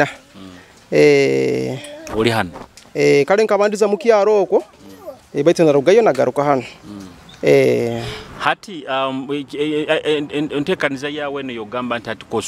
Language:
Nyoro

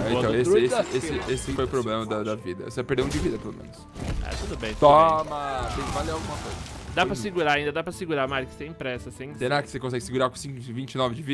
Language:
Portuguese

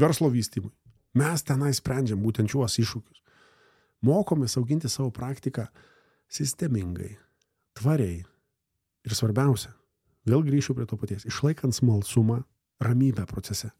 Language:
Lithuanian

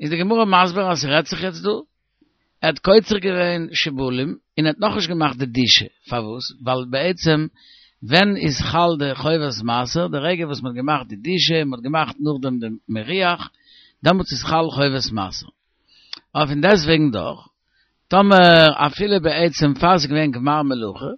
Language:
Yiddish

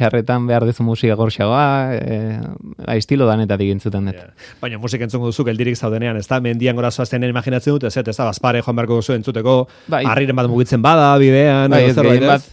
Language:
Basque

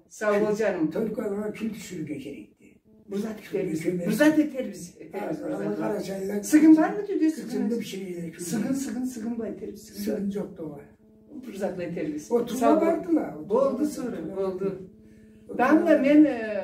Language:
Karachay-Balkar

